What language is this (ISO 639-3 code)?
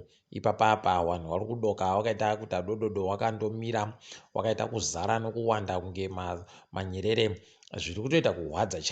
ndc